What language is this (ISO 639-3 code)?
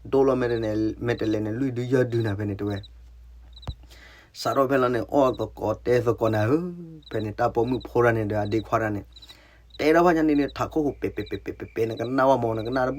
ksw